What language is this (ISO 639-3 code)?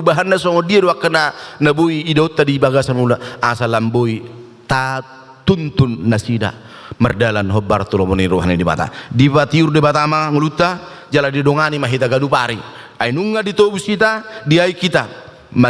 bbc